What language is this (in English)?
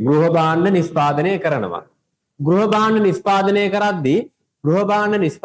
Sinhala